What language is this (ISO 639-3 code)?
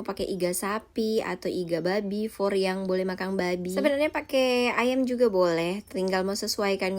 xmm